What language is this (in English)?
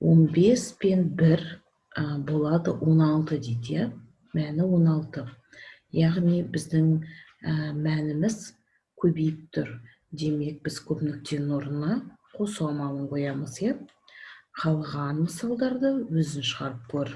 Kazakh